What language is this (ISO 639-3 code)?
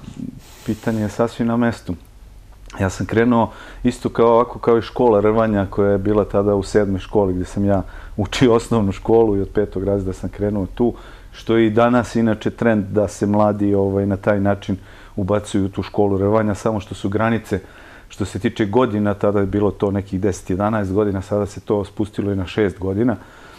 srp